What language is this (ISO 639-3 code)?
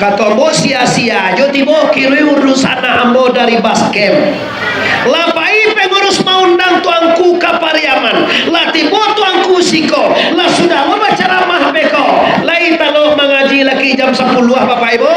min